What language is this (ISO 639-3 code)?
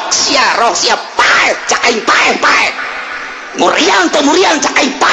sun